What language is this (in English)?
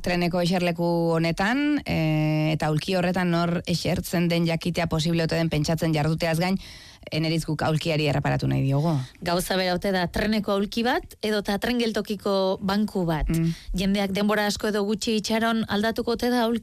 Basque